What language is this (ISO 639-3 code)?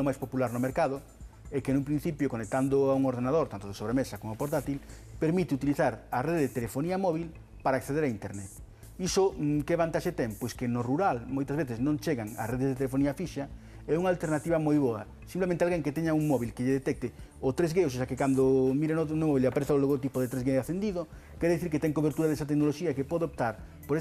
glg